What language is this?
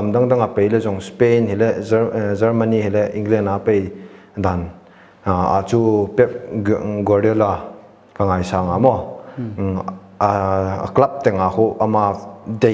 Paite Chin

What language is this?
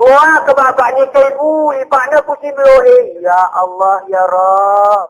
Gayo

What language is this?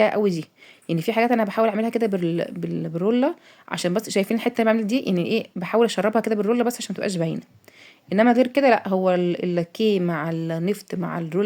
Egyptian Arabic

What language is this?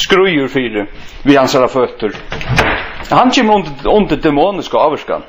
Faroese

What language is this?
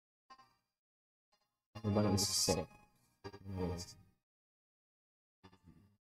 Filipino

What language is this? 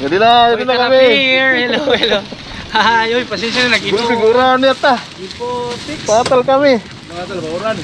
Waray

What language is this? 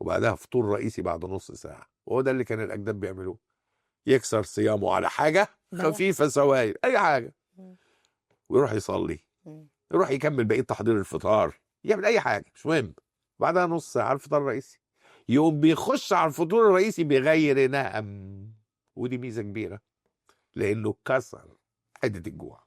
Egyptian Arabic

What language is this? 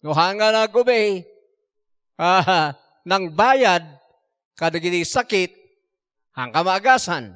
Iloko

